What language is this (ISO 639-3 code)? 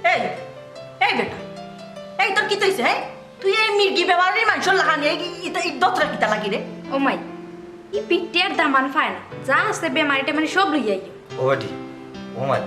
syl